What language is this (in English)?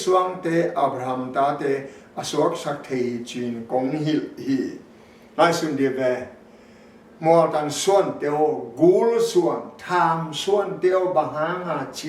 Tedim Chin